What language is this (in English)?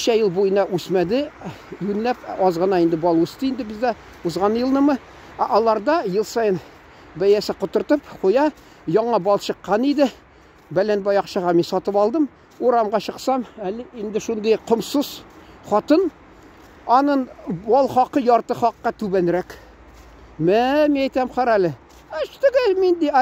Tatar